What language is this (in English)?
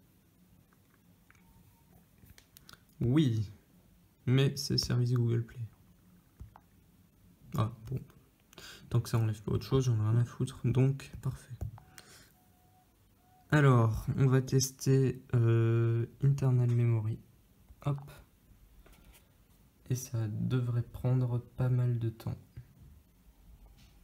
French